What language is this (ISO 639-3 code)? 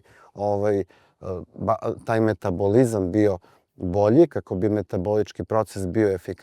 srp